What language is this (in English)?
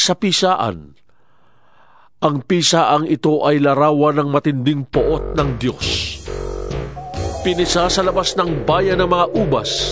Filipino